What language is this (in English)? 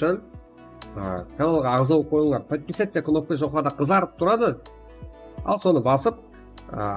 Kara-Kalpak